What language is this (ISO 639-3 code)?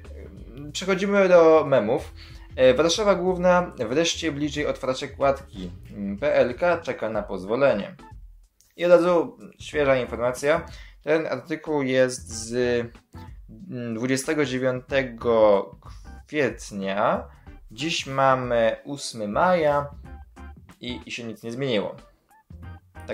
pol